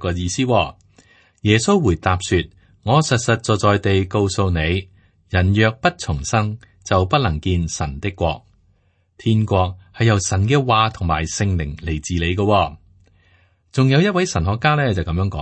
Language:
Cantonese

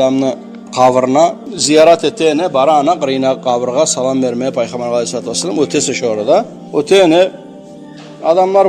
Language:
Kumyk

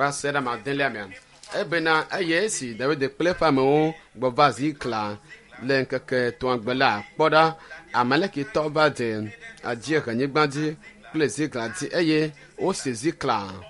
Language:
Ewe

